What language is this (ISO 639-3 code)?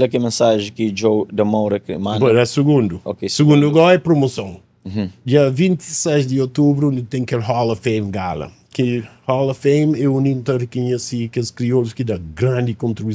kea